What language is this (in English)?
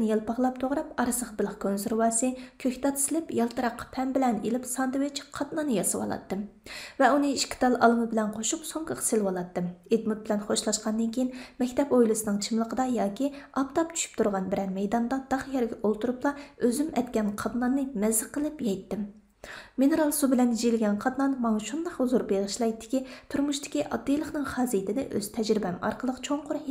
Uyghur